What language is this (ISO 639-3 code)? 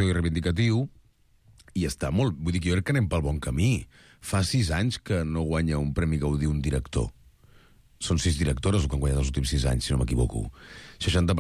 cat